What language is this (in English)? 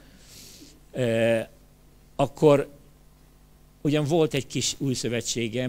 Hungarian